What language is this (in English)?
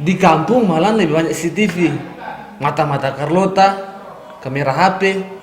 Manado Malay